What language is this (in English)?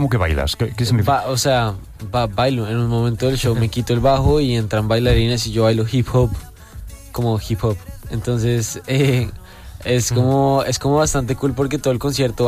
Spanish